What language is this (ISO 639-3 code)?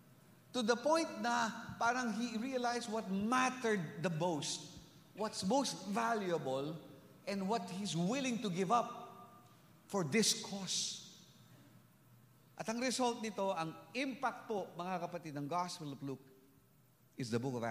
fil